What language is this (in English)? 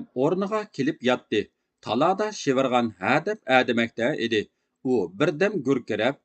Uyghur